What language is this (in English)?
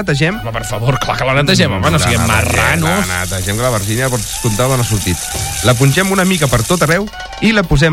Catalan